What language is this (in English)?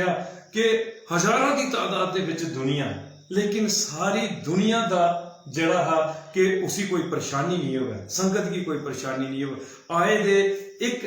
Dogri